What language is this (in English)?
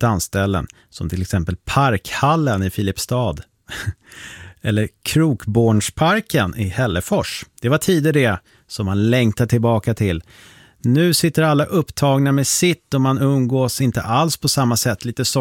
Swedish